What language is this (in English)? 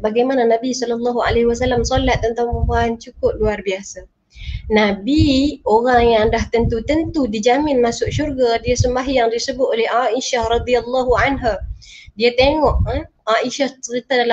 Malay